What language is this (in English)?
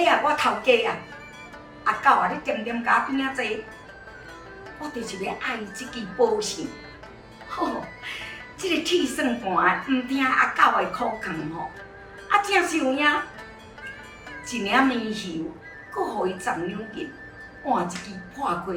Min Nan Chinese